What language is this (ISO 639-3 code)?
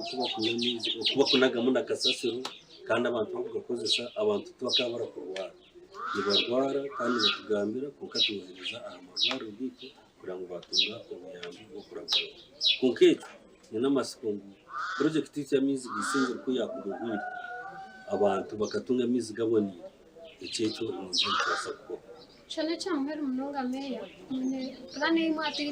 nyn